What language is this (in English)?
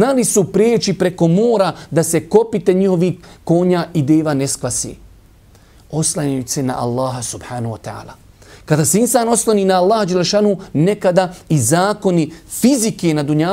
Bosnian